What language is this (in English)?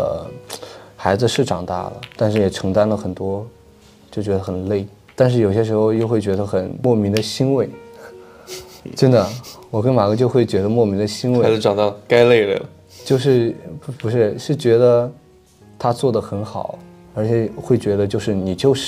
Chinese